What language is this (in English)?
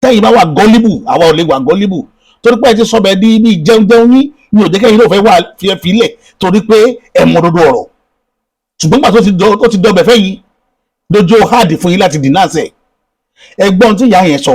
Yoruba